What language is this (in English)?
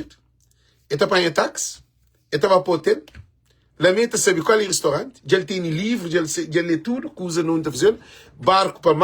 Kabuverdianu